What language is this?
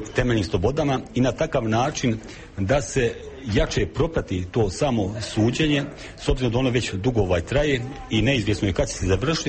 Croatian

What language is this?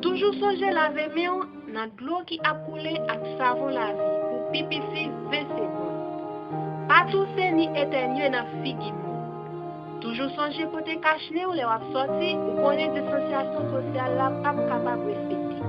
Haitian Creole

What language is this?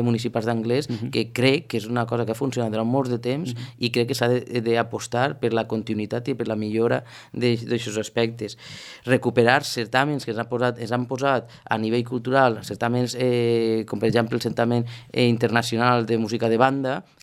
Catalan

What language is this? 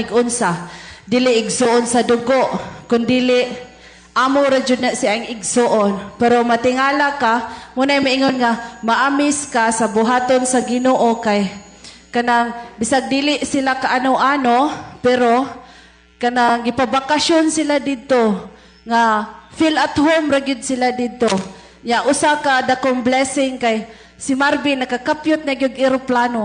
Cebuano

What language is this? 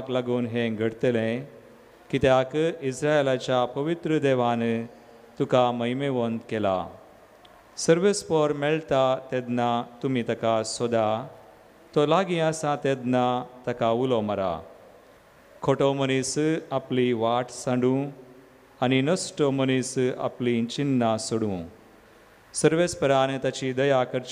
Konkani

